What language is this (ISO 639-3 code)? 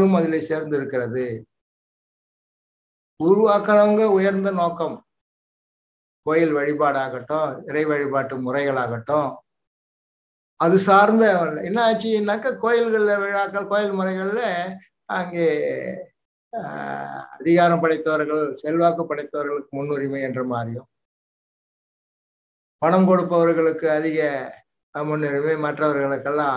tam